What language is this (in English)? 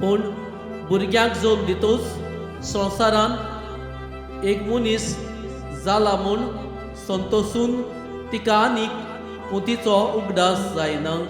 Konkani